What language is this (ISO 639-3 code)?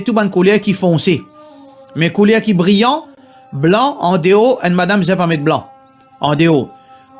mfe